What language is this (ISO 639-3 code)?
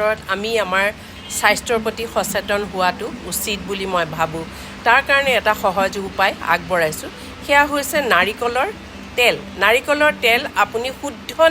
asm